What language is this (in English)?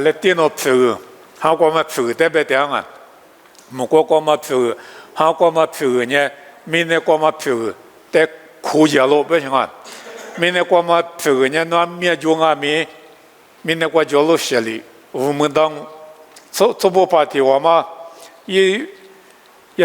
Lisu